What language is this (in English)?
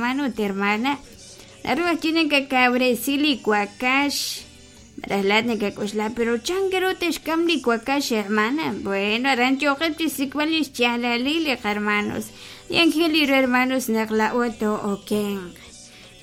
Kekchí